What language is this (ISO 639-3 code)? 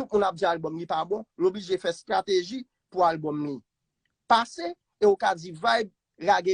hat